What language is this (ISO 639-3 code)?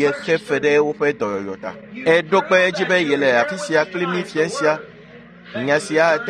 ewe